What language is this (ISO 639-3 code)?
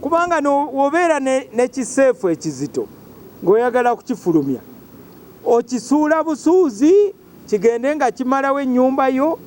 lug